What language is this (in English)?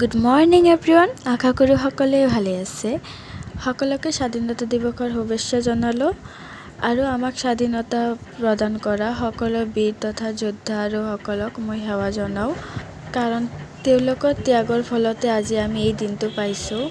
Assamese